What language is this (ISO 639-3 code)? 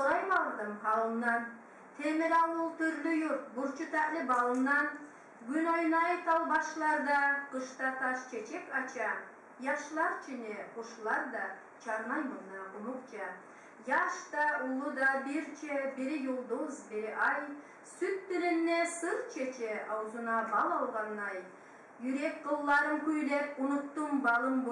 kum